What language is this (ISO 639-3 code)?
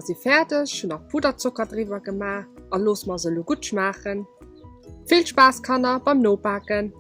ltz